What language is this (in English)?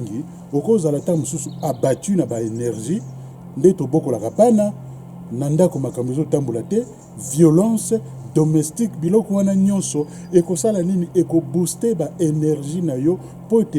Lingala